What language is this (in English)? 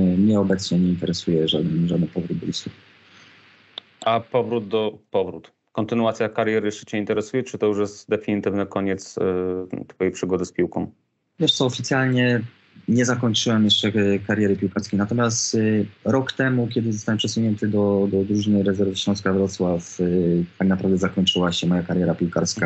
Polish